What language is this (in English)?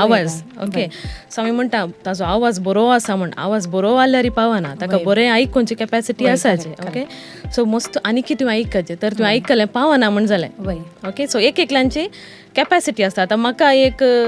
Konkani